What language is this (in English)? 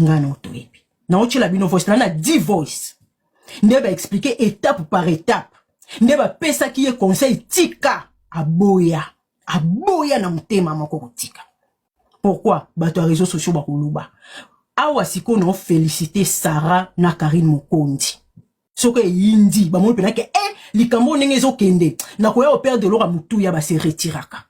Lingala